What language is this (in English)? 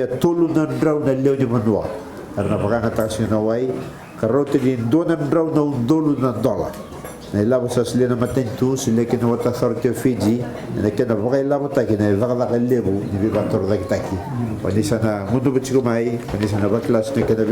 Fijian